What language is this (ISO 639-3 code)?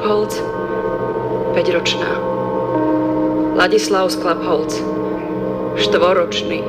slk